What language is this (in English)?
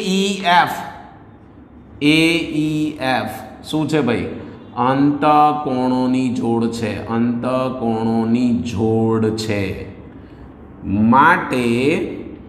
Gujarati